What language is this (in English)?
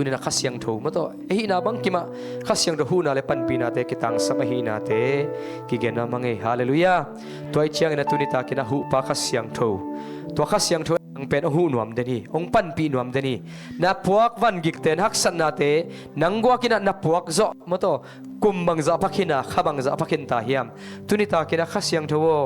Tedim Chin